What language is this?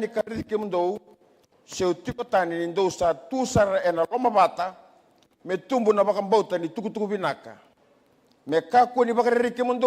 Fijian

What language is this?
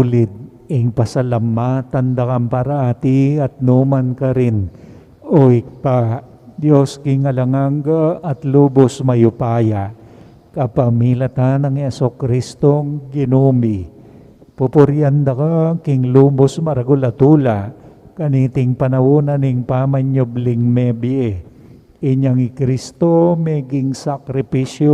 Pampanga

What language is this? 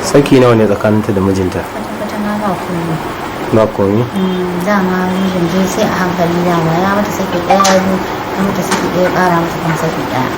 Hausa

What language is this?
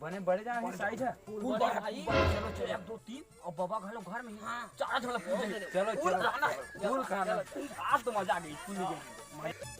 Chhattisgarhi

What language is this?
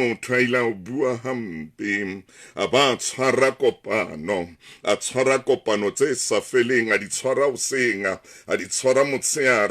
Southern Sotho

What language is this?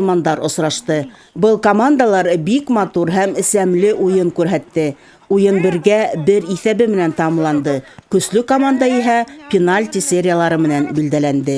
Bashkir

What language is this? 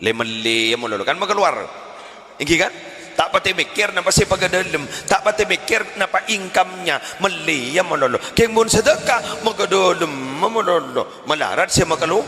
Madurese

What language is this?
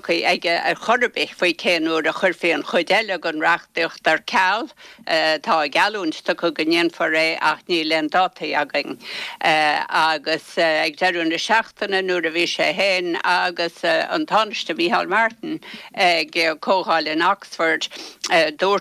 Irish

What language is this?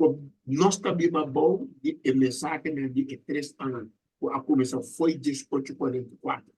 Papiamento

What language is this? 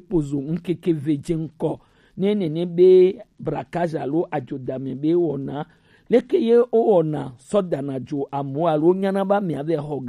Gen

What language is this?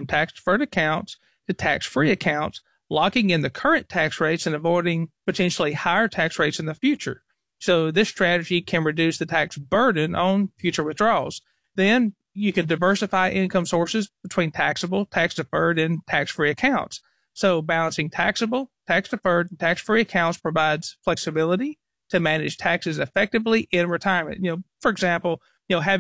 English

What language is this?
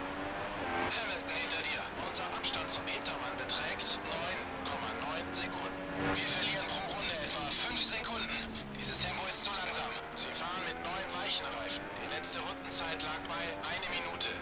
Swiss German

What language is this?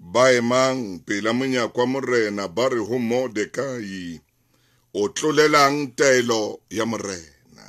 Southern Sotho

